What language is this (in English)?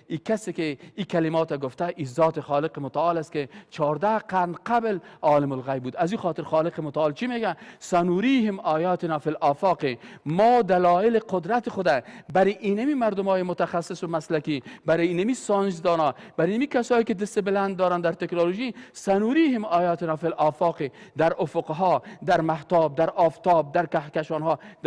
Persian